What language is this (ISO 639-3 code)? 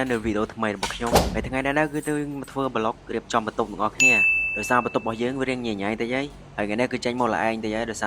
khm